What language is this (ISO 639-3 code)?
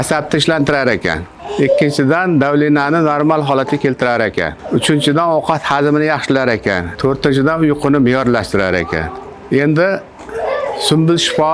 uzb